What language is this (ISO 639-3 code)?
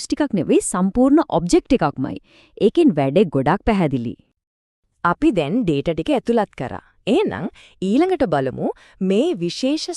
sin